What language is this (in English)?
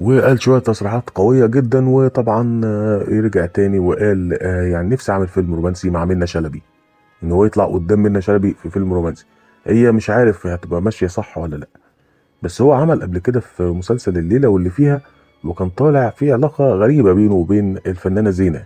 Egyptian Arabic